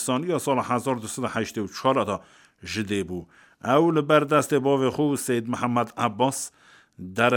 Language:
Kurdish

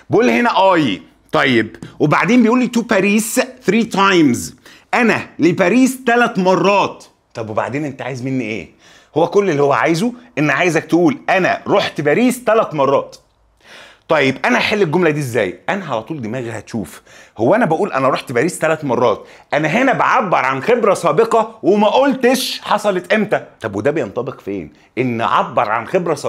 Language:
Egyptian Arabic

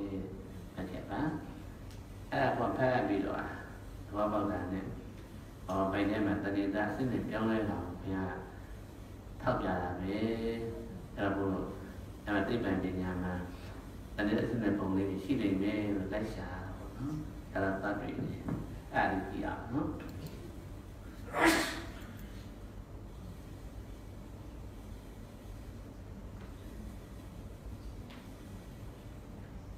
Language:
Burmese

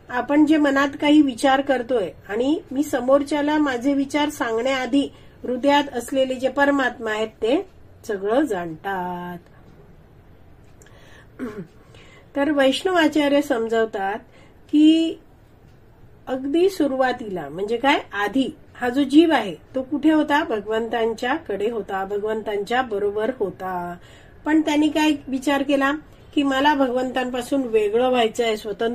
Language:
Marathi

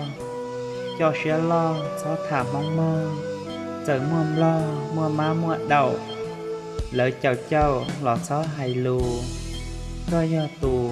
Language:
Hmong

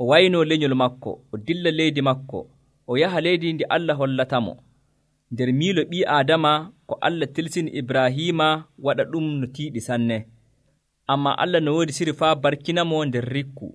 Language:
Nigerian Fulfulde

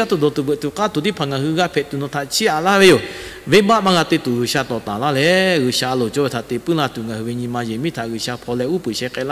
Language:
Lahu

